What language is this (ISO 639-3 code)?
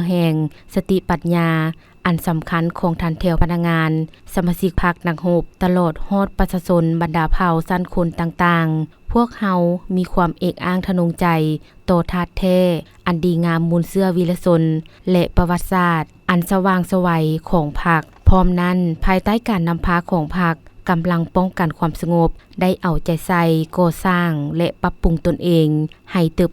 lao